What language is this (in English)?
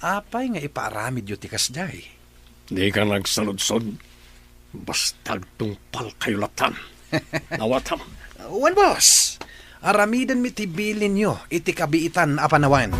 Iloko